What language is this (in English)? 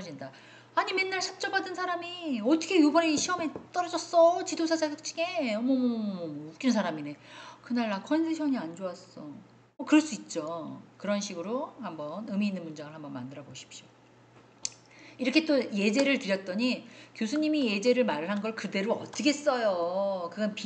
Korean